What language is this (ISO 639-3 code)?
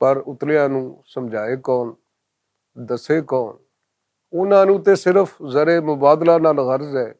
lah